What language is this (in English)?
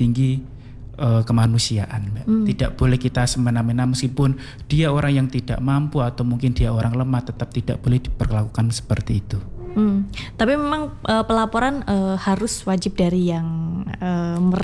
Indonesian